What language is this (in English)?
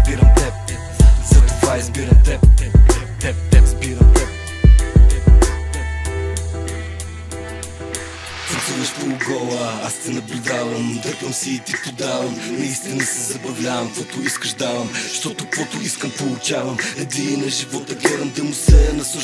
Bulgarian